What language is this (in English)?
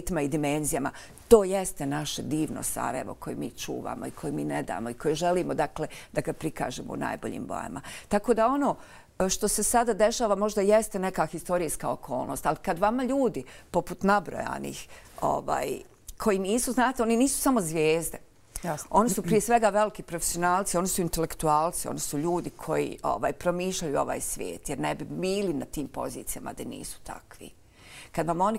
Bosnian